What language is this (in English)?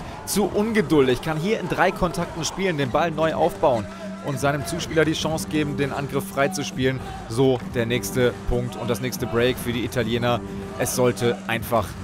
German